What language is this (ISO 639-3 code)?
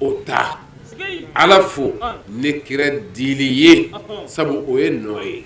bam